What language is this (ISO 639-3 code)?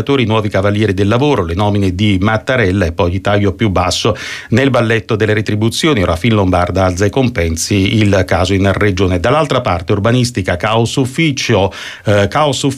ita